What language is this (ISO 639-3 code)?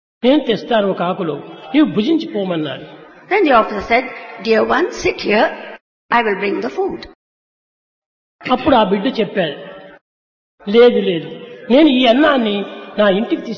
tel